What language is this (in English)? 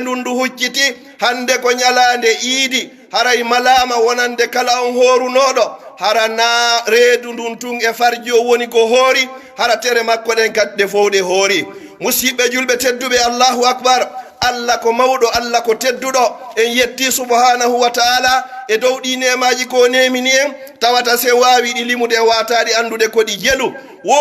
Pular